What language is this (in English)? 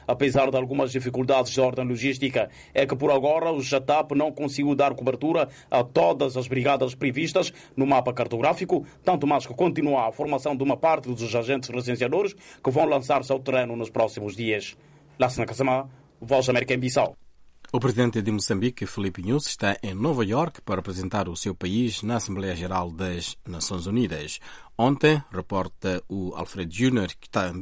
Portuguese